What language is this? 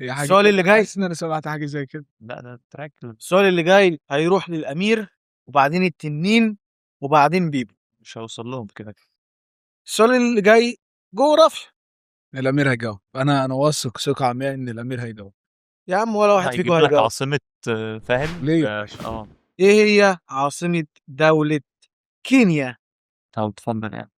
Egyptian Arabic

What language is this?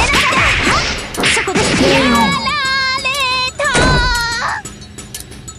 Japanese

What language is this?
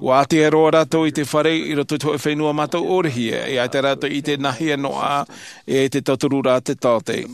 Tahitian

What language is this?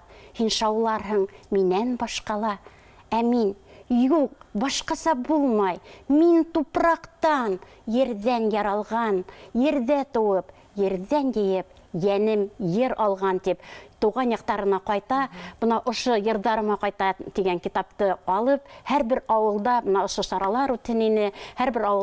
Bashkir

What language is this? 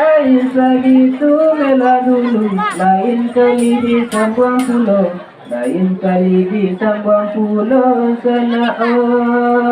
Minangkabau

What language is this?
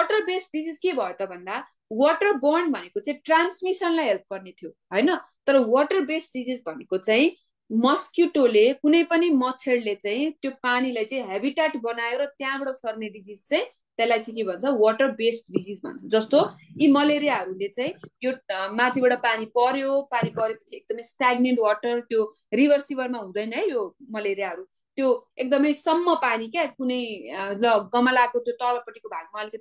Nepali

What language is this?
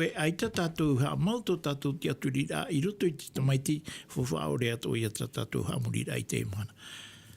Tahitian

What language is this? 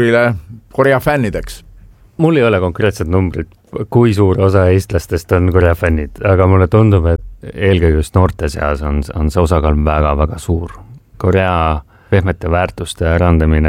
Estonian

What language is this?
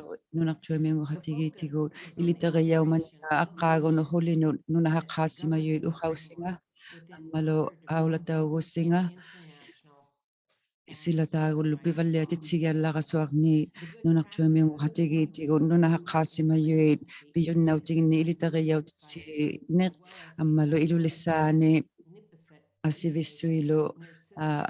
Inuktitut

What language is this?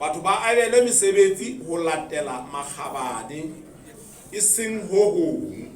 Southern Sotho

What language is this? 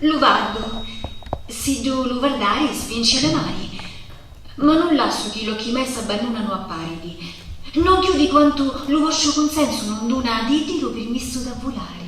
Sicilian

